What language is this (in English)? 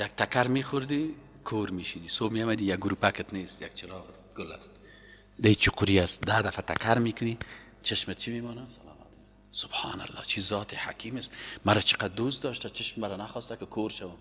Persian